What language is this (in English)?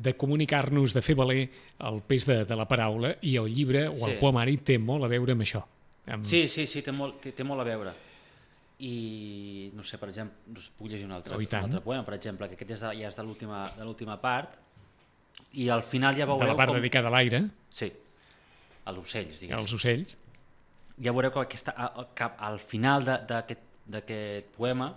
Catalan